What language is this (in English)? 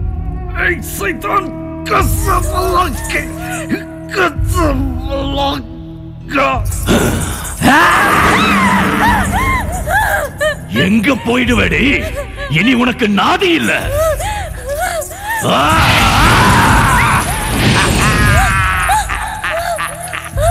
Tamil